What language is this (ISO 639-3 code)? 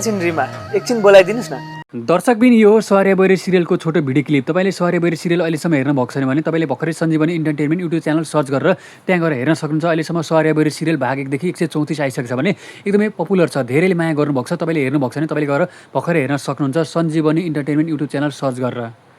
nep